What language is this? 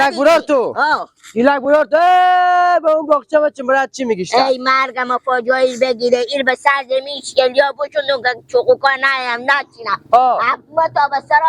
Persian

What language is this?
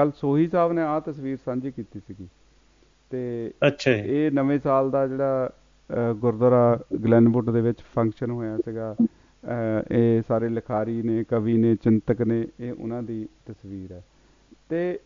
Punjabi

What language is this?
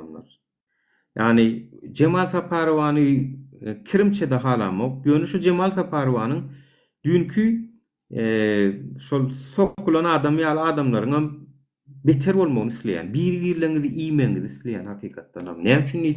Turkmen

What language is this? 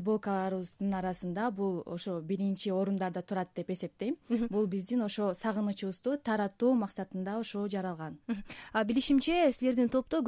Kyrgyz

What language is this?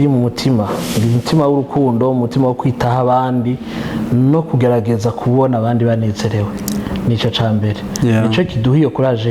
Rundi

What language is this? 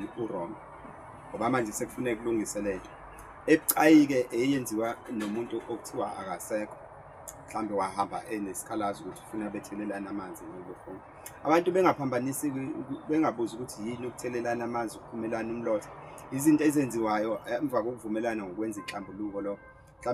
Zulu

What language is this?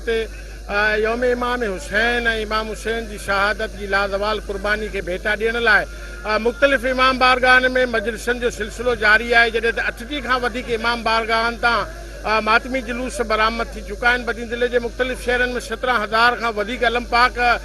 Sindhi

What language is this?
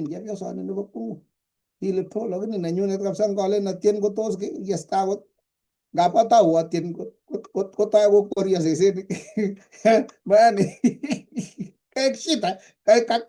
Kalenjin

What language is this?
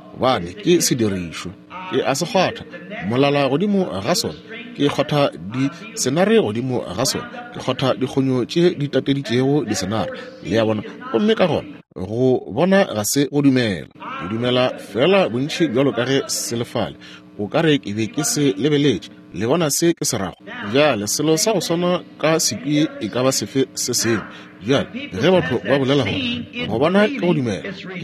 Northern Sotho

